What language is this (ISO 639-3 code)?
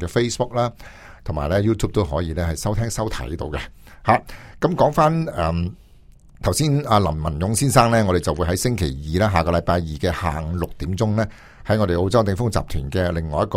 yue